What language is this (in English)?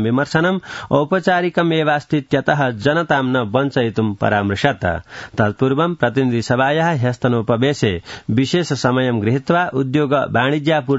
Sanskrit